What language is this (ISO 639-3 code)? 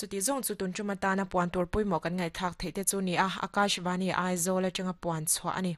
lus